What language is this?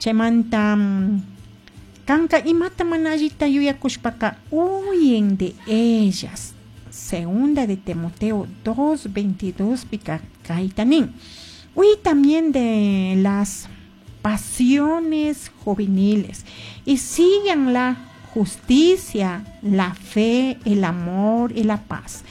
Chimborazo Highland Quichua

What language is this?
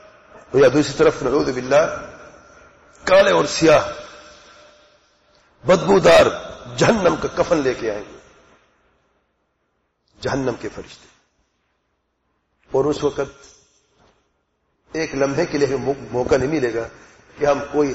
Urdu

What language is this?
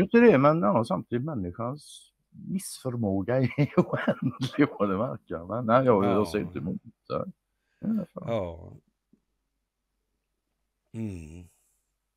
Swedish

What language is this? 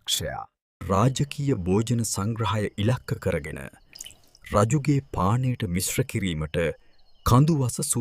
Sinhala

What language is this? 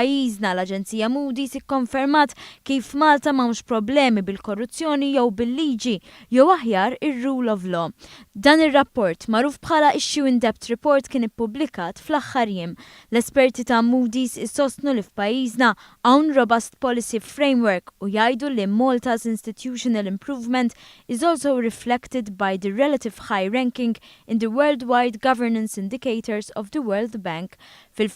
Maltese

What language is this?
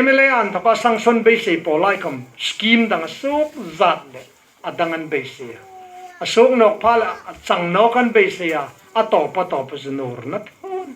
Hmar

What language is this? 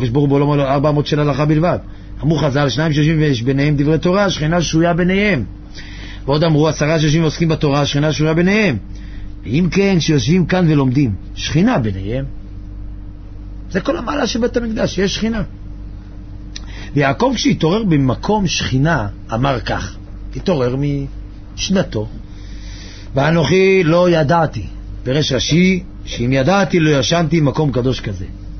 Hebrew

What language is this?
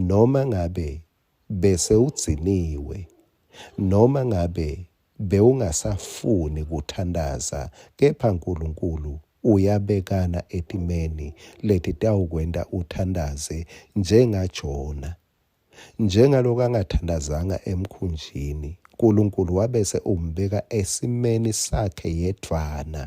Swati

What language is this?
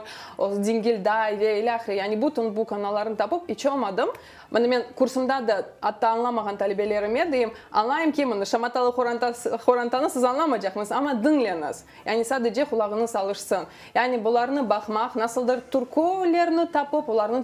Crimean Tatar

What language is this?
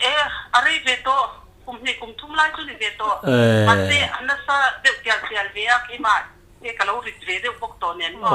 Mizo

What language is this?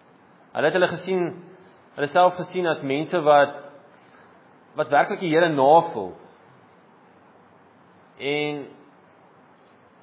Afrikaans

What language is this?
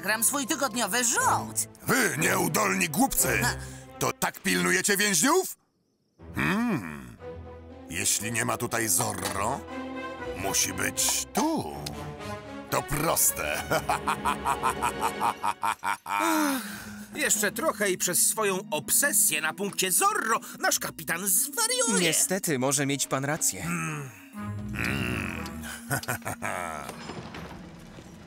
Polish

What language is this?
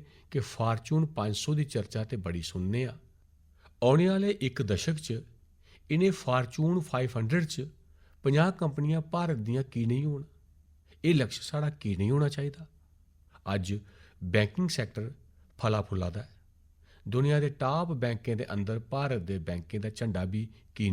Dogri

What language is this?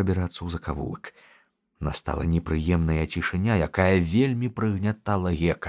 Belarusian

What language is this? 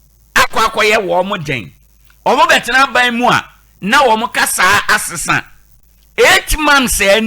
Akan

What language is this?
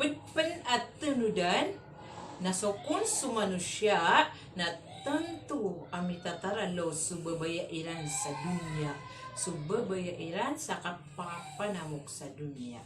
Maranao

